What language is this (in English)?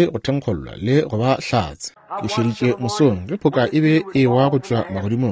Northern Sotho